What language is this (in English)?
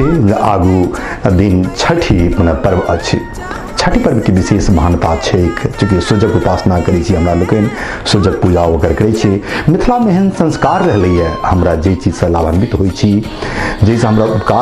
Maithili